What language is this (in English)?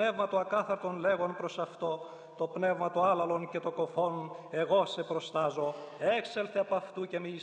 Greek